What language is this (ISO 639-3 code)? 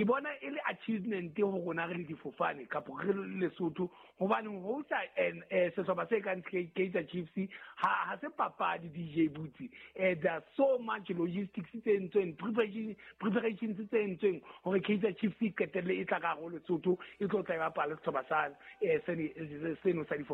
sot